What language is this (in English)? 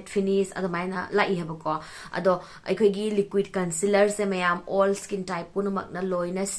Manipuri